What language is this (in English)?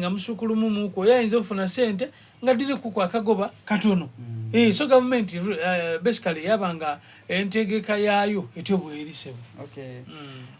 Soga